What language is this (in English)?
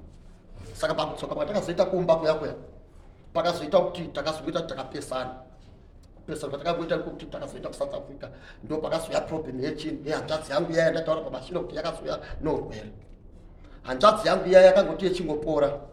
Shona